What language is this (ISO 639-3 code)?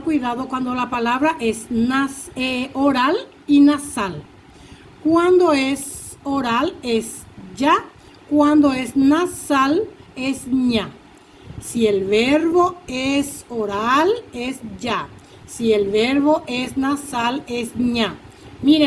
grn